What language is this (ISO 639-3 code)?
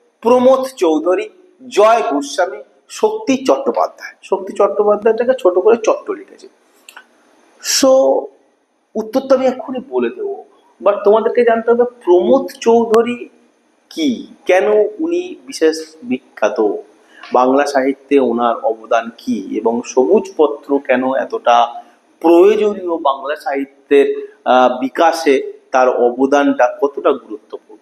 ben